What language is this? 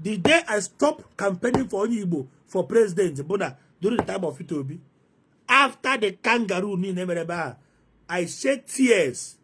Igbo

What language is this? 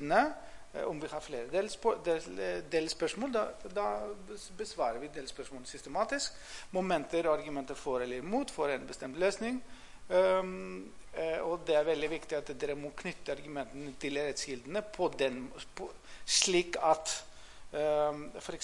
Norwegian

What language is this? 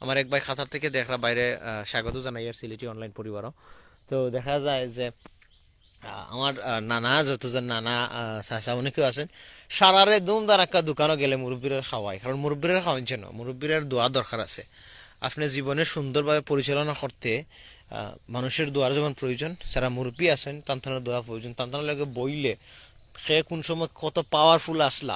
Sylheti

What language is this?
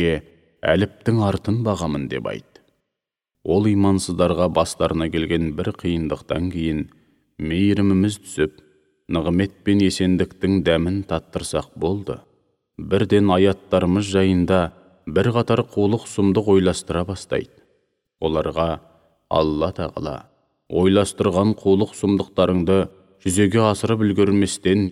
Kazakh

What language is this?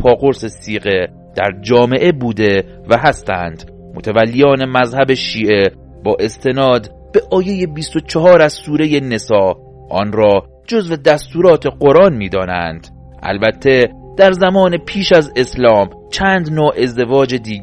Persian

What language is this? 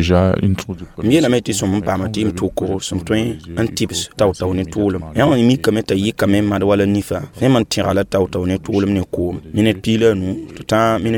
Mossi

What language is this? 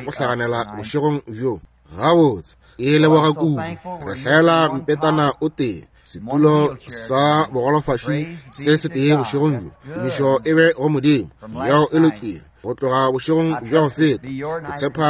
Northern Sotho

